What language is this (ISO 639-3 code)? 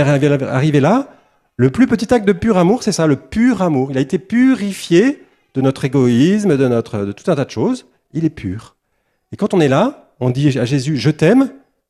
fra